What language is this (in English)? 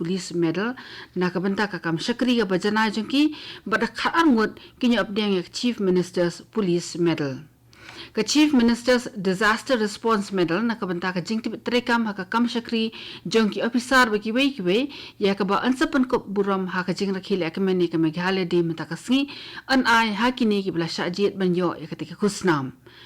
Khasi